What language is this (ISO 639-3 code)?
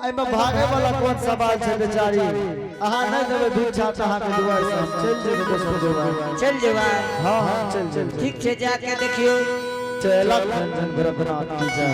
anp